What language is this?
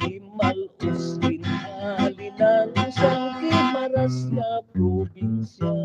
Hiligaynon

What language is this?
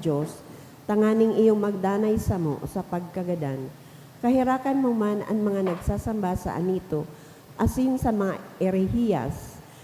Bikol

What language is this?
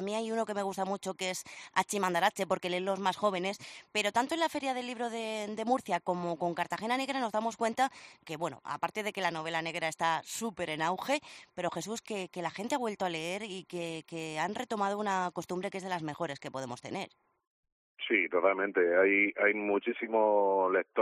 Spanish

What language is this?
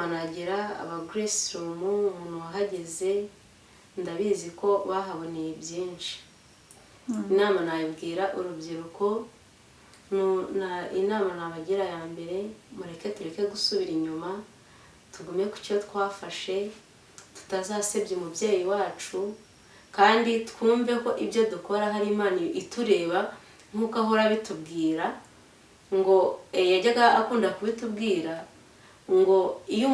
Kinyarwanda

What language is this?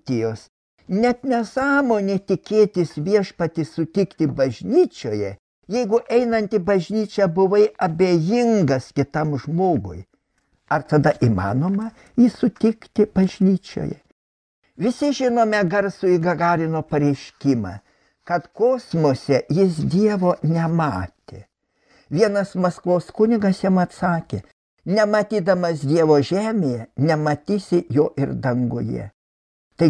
Lithuanian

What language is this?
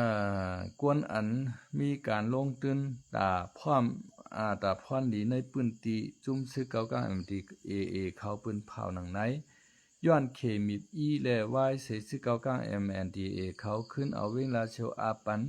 Shan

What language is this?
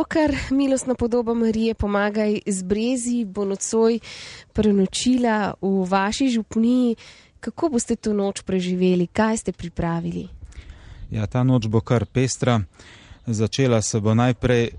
Slovenian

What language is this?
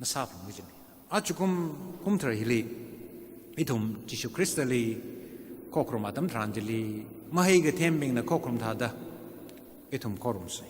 Tangkhul Naga (India)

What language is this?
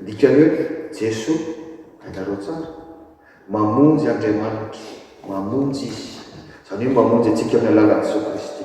Malagasy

